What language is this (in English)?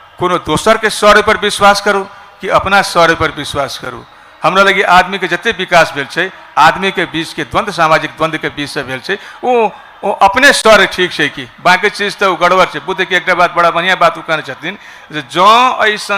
Maithili